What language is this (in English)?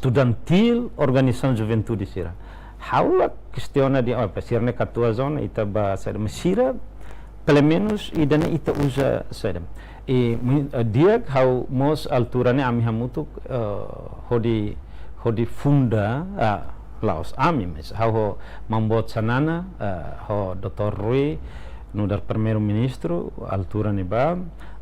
Tetum